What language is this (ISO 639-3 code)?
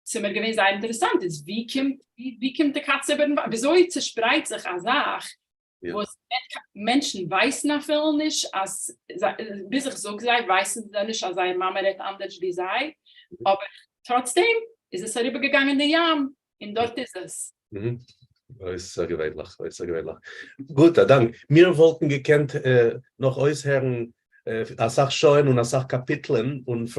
yid